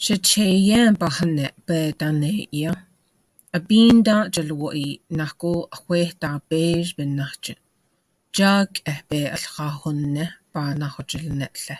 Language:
Navajo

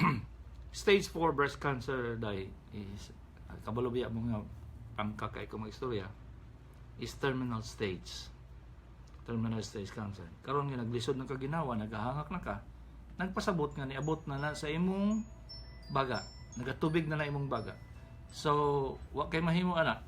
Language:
Cebuano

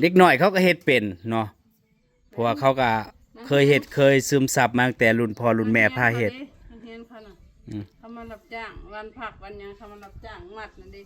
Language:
Northeastern Thai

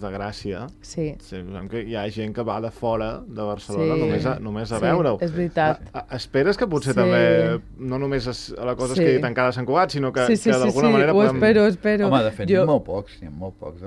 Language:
Catalan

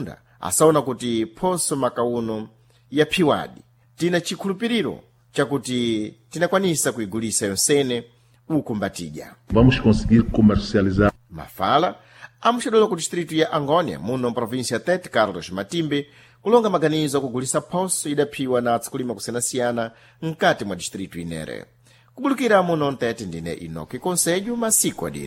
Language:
Sena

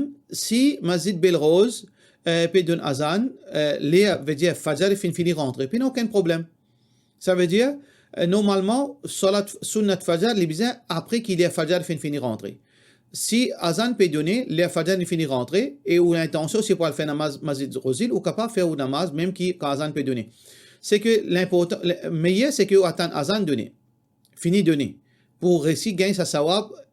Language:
Morisyen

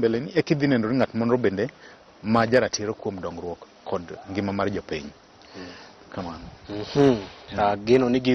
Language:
Luo (Kenya and Tanzania)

